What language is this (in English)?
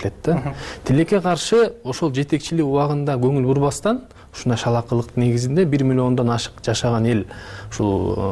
Kyrgyz